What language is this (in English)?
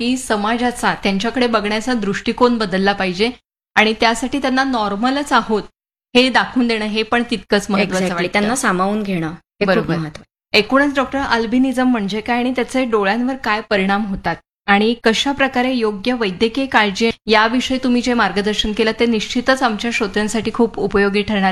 Marathi